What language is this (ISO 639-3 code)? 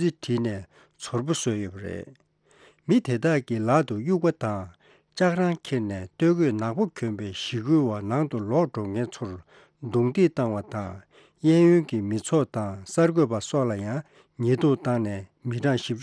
bod